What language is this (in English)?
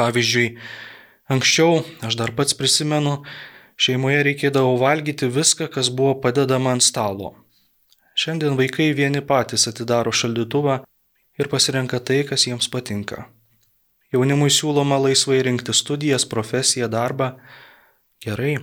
Lithuanian